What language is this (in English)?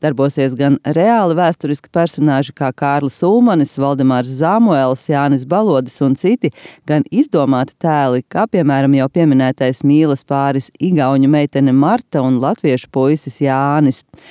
Latvian